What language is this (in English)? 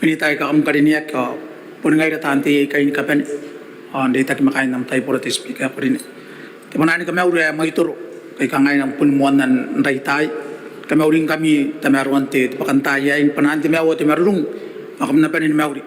Gilbertese